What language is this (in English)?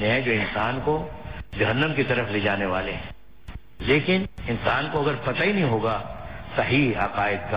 Urdu